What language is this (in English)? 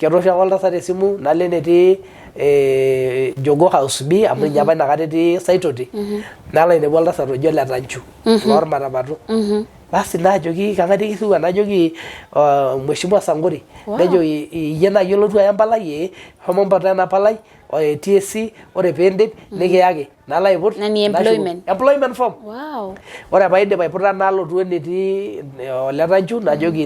Masai